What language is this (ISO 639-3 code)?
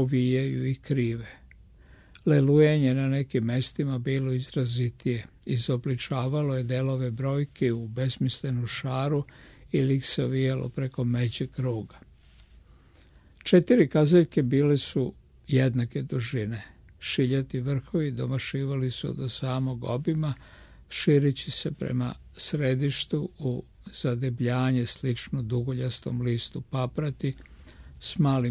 srp